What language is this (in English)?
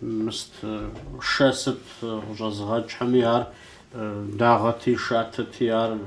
Kabardian